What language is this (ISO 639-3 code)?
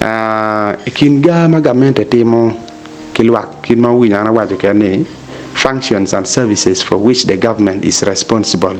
ach